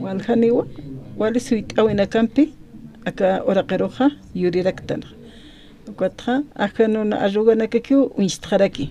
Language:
Aymara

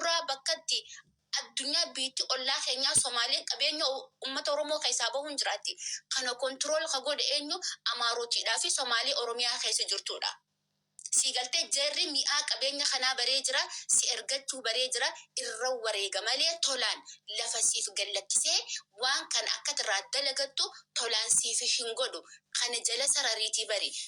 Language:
Oromo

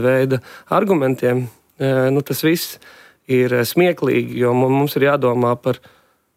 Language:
Latvian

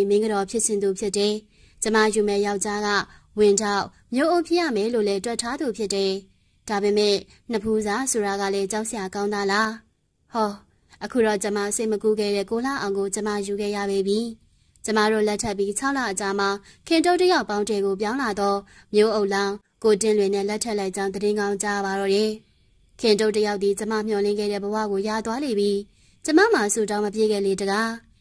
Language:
Burmese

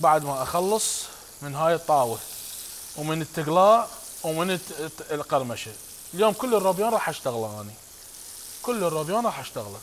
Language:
Mesopotamian Arabic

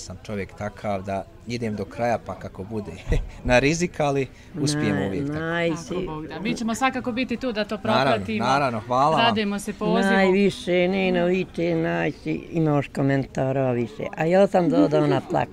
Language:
Bosnian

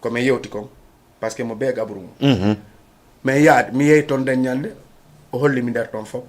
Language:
Fula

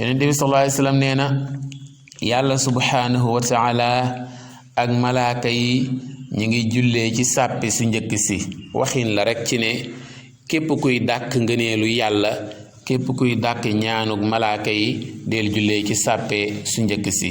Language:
Wolof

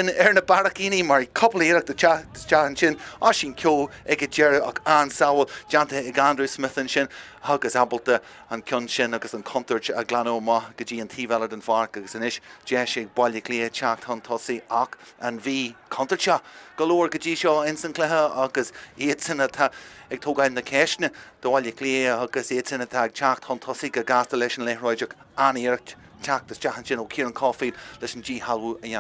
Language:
Irish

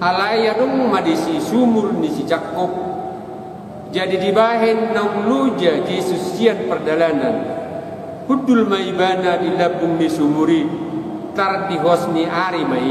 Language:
Batak Toba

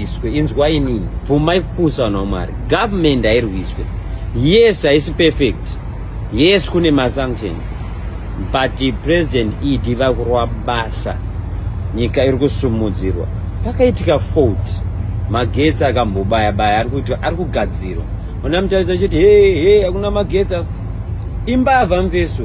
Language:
Shona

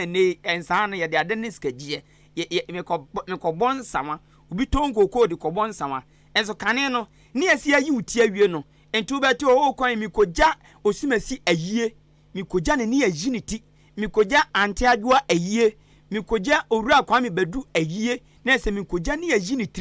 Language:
Akan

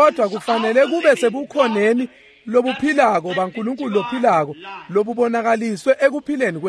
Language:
Swati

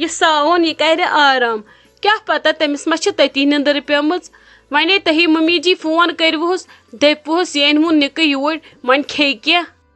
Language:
Kashmiri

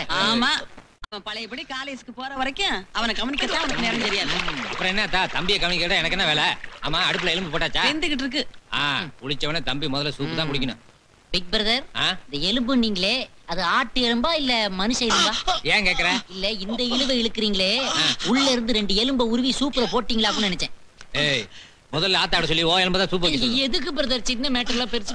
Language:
Tamil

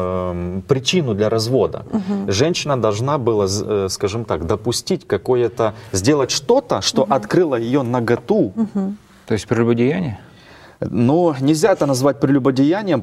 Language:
Russian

